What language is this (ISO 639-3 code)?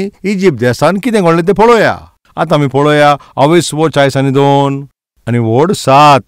kok